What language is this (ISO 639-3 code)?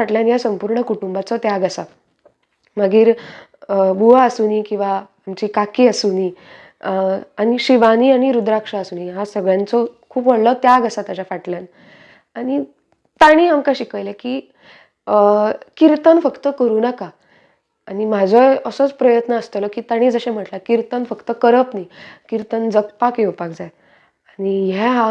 kok